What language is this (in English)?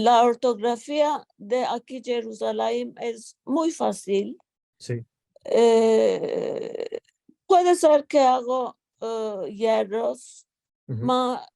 Ladino